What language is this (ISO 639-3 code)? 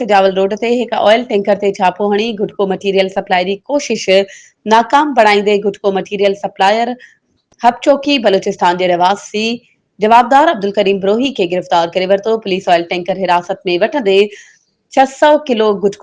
snd